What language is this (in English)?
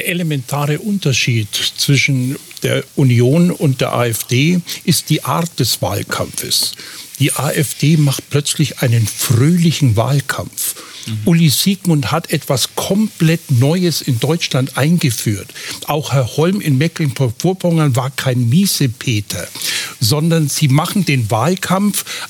German